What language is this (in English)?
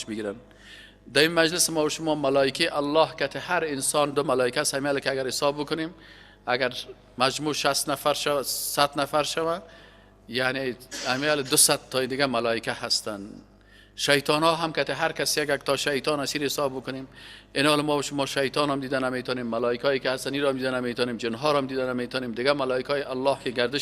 Persian